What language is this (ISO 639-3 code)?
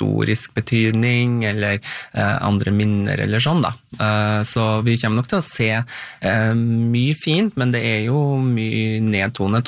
nor